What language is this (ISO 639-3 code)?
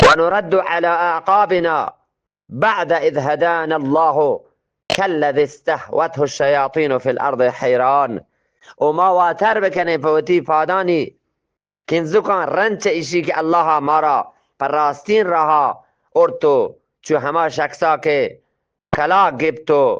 bgp